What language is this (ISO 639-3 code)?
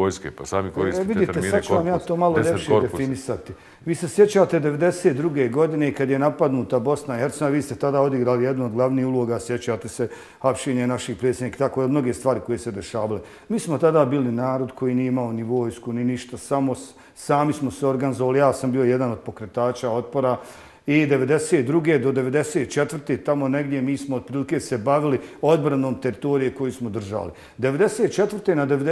bos